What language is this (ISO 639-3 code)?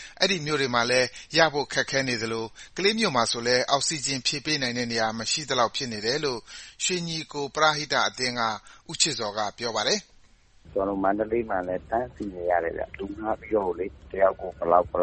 mya